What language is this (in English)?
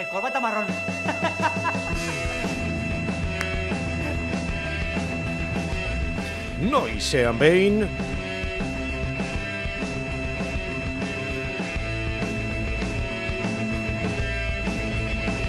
Basque